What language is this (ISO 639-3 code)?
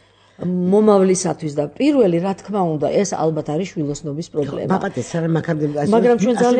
kat